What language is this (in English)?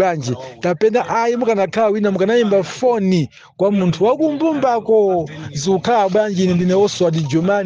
Nyanja